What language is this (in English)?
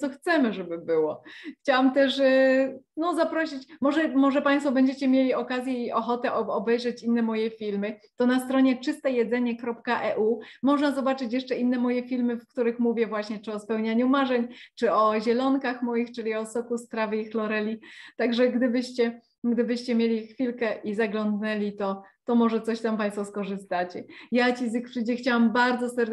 Polish